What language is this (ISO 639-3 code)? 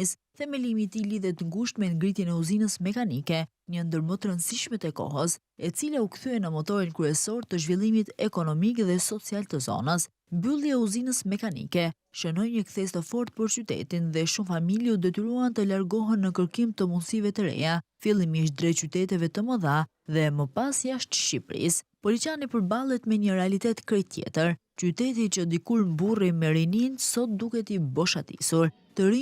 sqi